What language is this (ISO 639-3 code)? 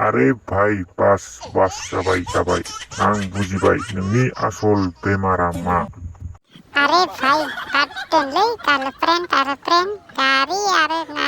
brx